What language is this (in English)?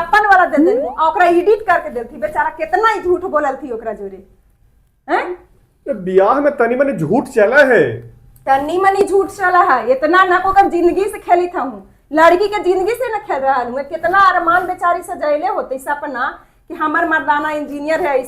Magahi